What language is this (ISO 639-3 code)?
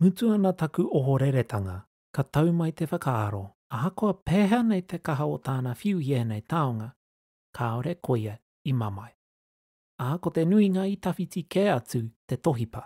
mri